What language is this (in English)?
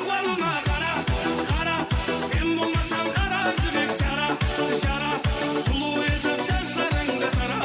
Kara-Kalpak